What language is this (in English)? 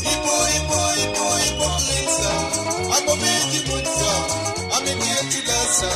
Morisyen